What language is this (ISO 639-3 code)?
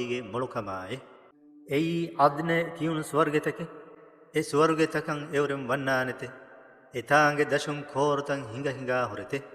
div